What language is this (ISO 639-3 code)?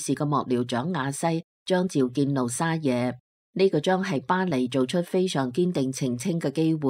yue